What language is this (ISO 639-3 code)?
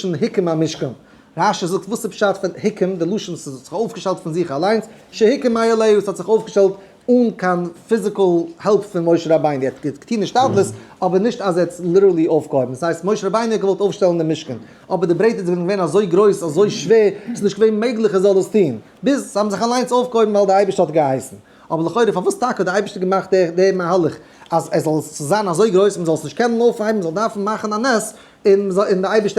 yid